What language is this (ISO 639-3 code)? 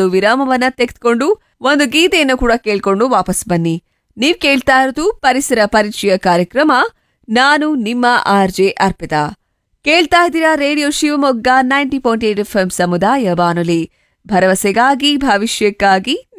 kan